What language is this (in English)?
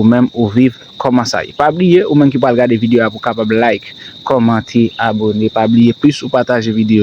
Haitian Creole